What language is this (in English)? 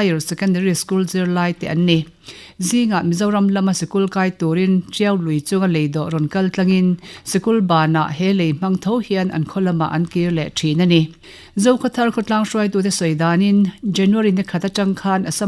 Mizo